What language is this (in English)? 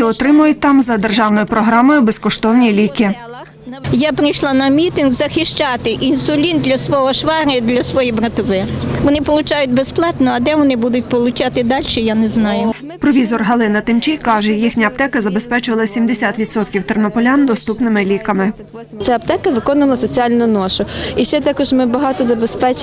Ukrainian